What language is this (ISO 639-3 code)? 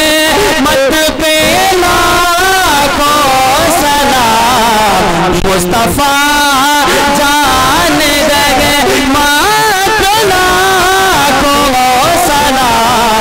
urd